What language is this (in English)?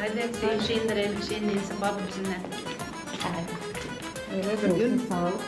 Gagauz